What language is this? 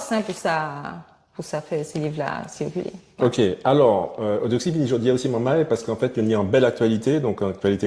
Guadeloupean Creole French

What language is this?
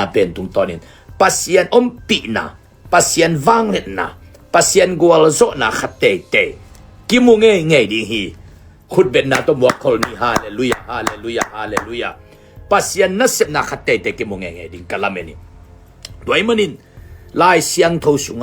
Tedim Chin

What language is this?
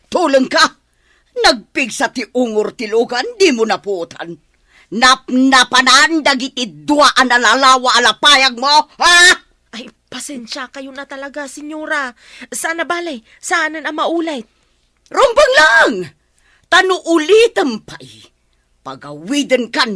Iloko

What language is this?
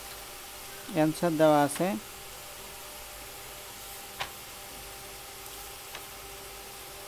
Bangla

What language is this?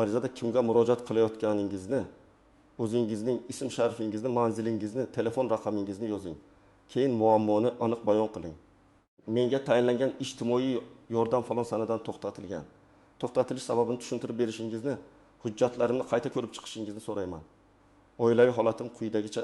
Uzbek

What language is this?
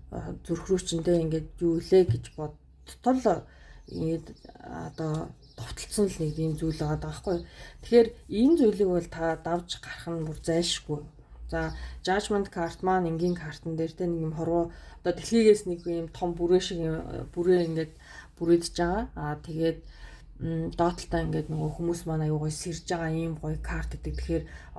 Mongolian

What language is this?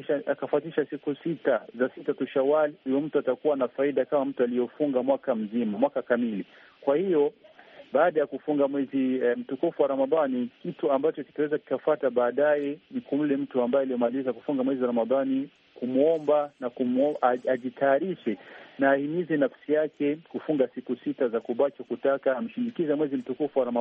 Swahili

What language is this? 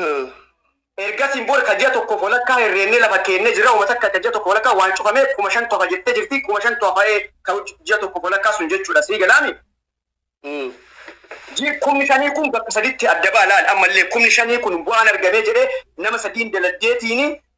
Oromo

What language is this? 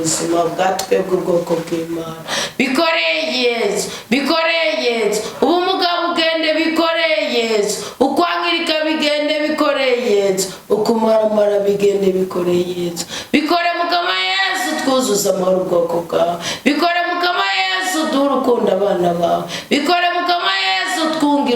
Rundi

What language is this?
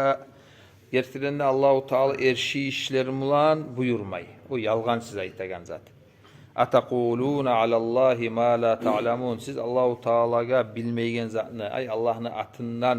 Kumyk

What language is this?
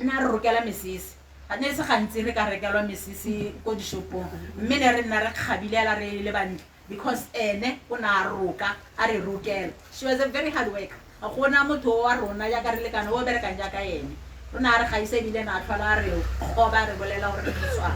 Tswana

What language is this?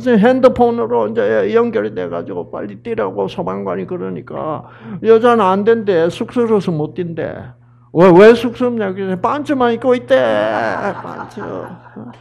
Korean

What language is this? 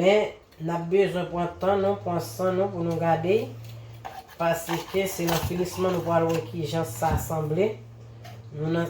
Haitian Creole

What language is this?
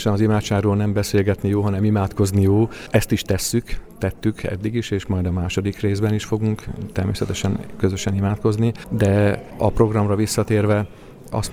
Hungarian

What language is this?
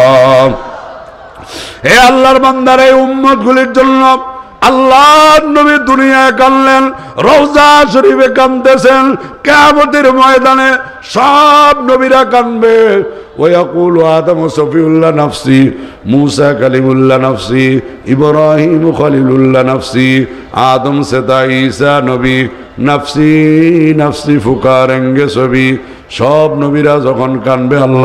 Bangla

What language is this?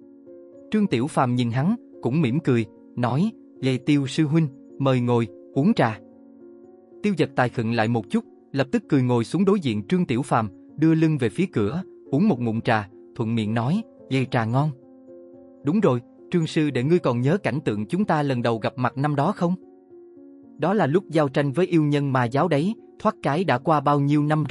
Vietnamese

